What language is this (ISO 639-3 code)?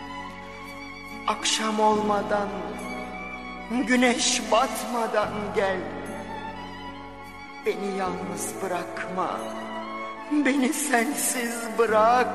tur